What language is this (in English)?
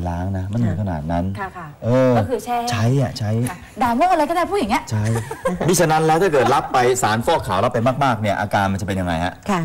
Thai